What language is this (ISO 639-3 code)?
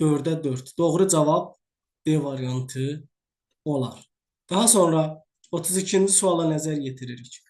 aze